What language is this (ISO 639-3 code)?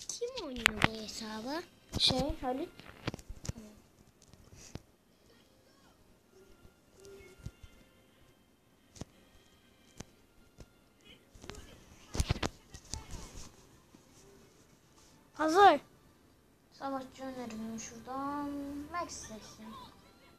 tur